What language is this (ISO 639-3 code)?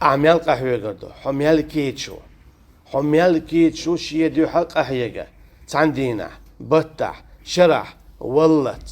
che